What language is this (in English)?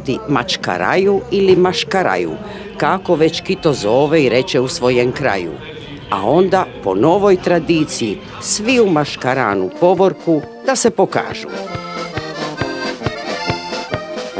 Croatian